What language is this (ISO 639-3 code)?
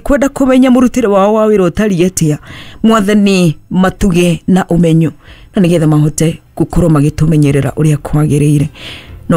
kik